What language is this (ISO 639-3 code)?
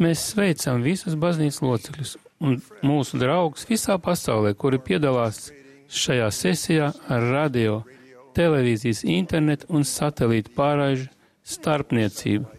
lav